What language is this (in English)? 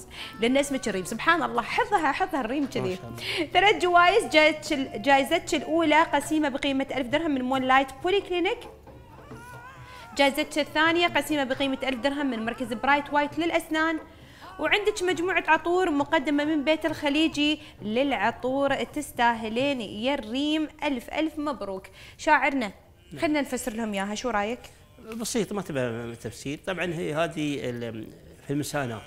Gulf Arabic